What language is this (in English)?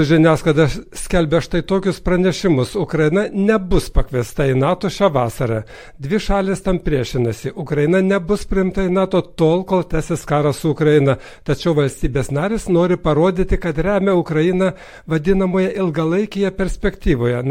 Lithuanian